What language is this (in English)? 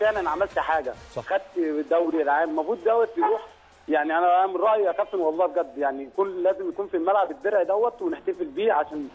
Egyptian Arabic